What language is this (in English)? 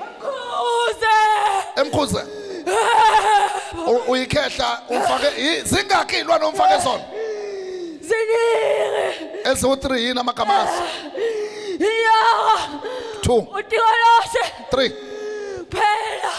Zulu